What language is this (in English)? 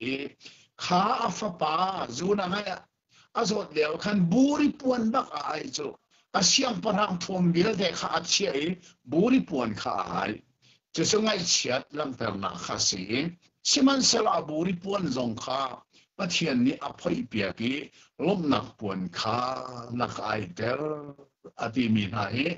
Hakha Chin